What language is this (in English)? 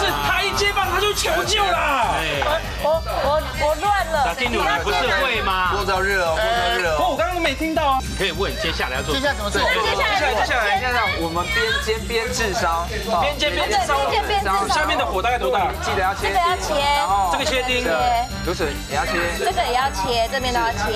Chinese